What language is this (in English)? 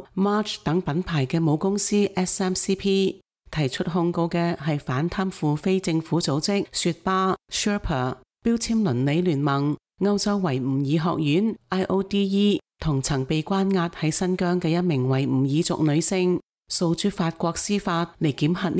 Cantonese